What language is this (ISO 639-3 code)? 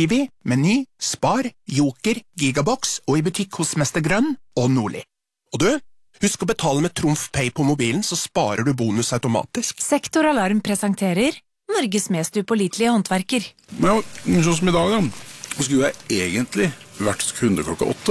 nor